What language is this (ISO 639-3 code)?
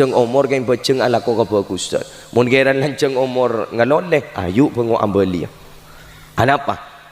mad